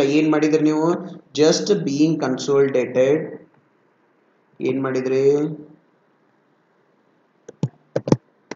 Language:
Kannada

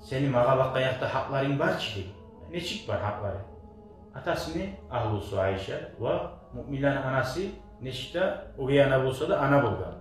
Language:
Kumyk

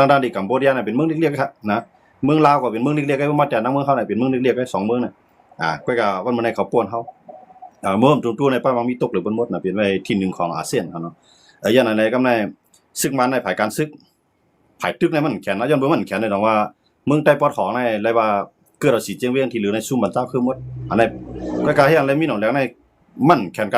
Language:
Shan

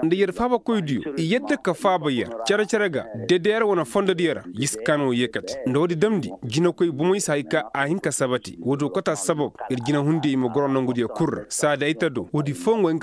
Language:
Koyraboro Senni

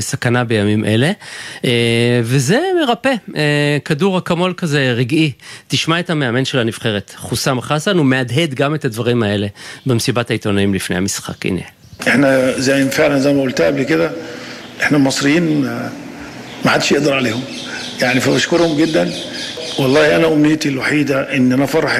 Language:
Hebrew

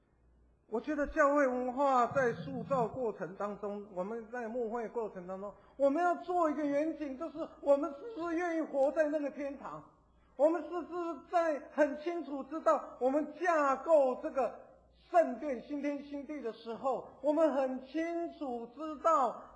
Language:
Chinese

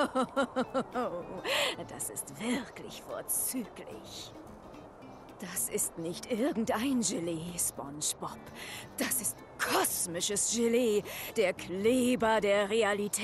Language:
German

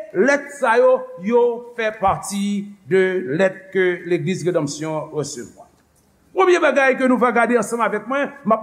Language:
Haitian Creole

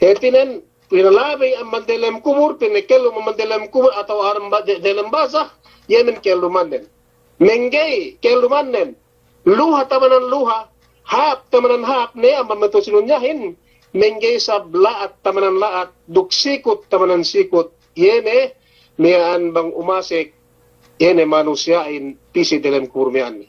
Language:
Yakan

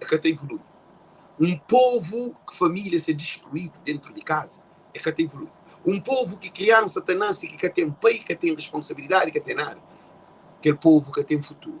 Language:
Kabuverdianu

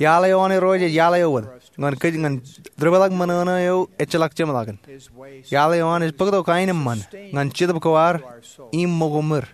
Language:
Marshallese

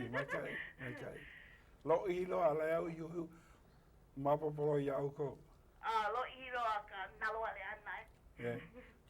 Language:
Hawaiian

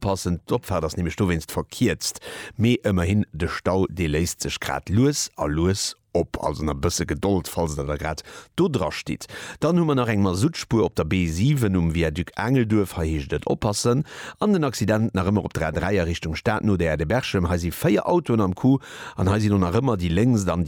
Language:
Luxembourgish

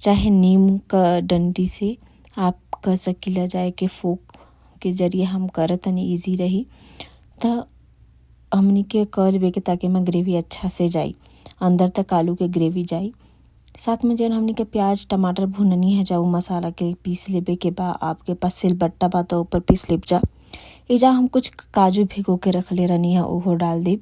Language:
Bhojpuri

